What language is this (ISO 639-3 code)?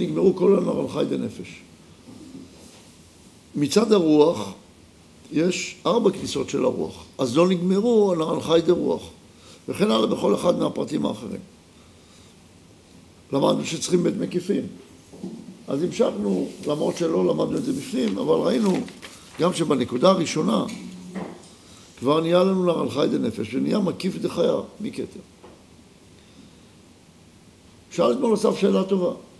heb